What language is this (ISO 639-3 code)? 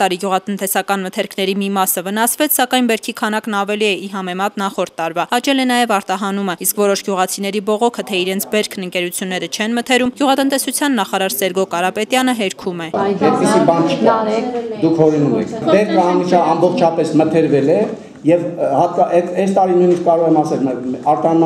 hye